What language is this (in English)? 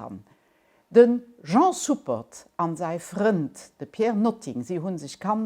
Luxembourgish